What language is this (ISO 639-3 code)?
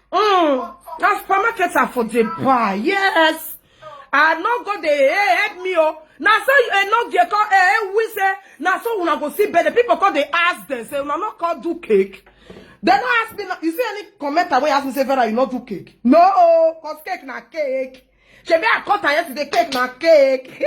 pcm